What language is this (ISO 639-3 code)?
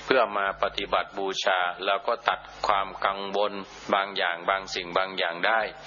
tha